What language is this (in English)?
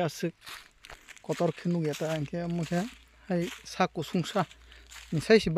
Kok Borok